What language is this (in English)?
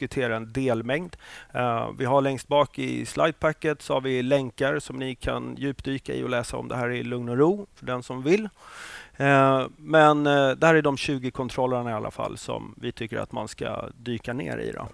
Swedish